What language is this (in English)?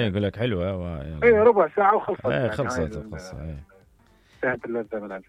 Mesopotamian Arabic